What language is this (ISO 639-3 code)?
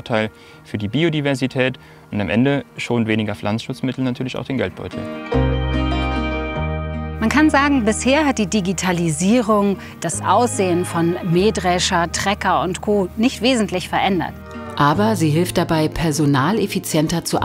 deu